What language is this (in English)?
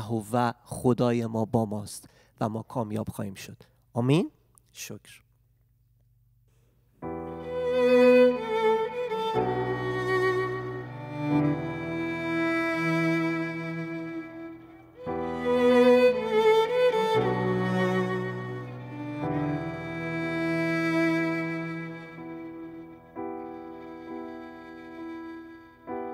Persian